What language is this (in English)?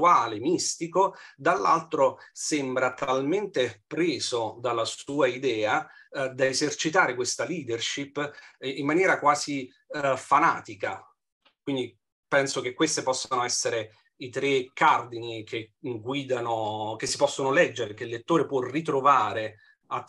Italian